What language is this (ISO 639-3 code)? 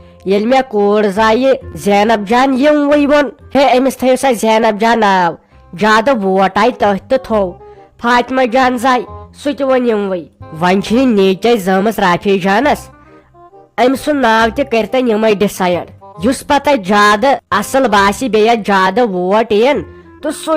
kas